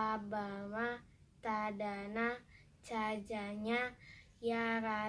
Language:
Makasar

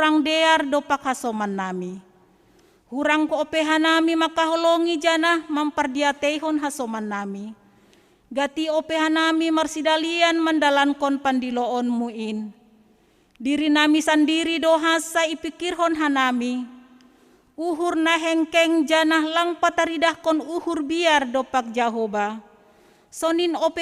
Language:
Batak Simalungun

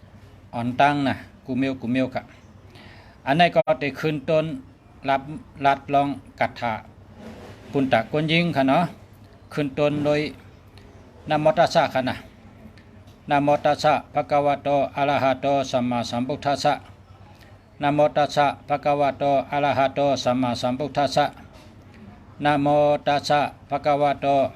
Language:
Shan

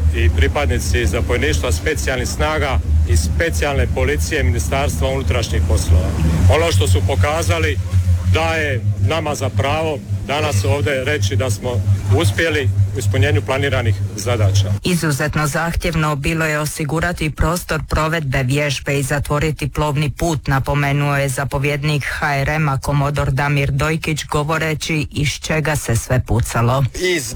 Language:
Croatian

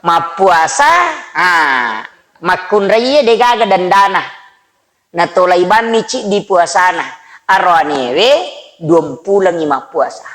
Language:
Buginese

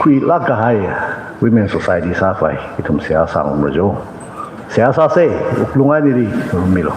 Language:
Tangkhul Naga (India)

